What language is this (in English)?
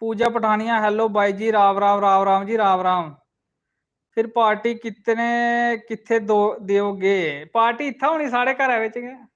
Dogri